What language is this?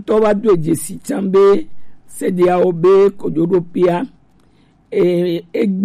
Gen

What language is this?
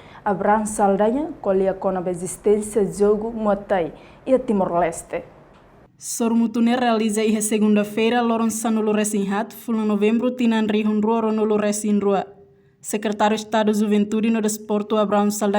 Tetum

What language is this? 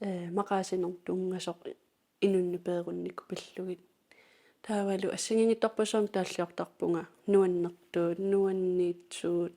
Kalaallisut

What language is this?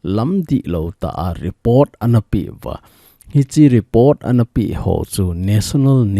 Thado Chin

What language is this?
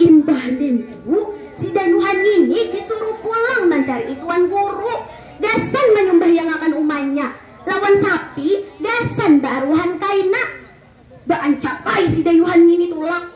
Banjar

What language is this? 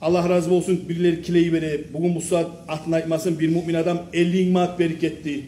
Kumyk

